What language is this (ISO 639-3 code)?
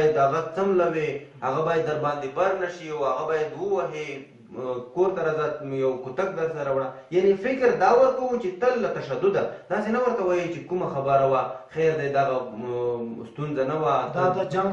pus